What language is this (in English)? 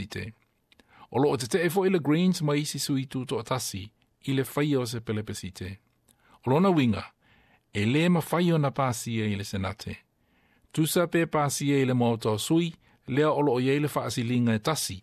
Samoan